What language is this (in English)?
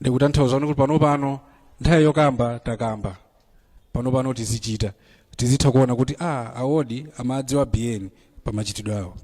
Nyanja